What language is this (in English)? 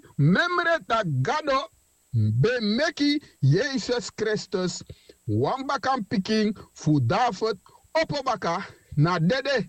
Sranan Tongo